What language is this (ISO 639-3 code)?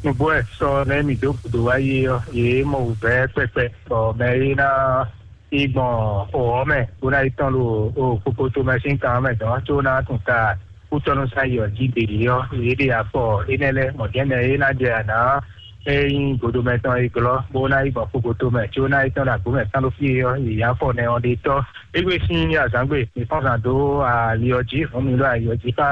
fon